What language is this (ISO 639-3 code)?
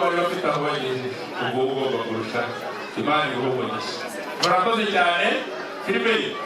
kin